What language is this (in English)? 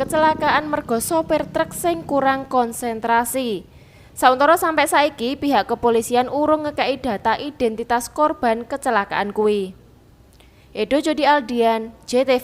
Javanese